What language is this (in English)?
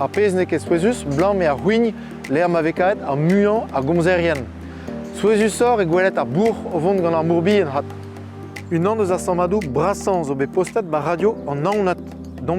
Breton